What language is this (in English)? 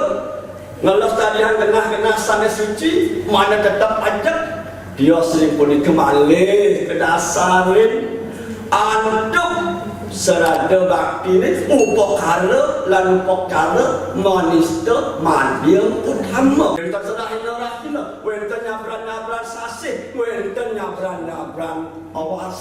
Balinese